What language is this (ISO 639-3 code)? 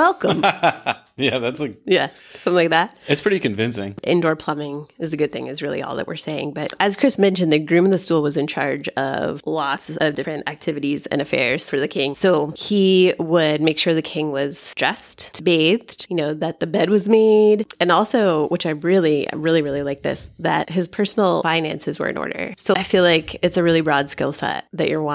eng